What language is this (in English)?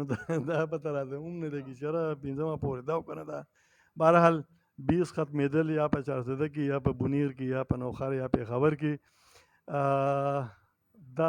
Pashto